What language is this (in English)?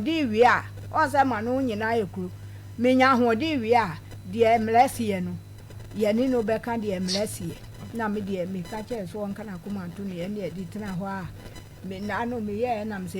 Akan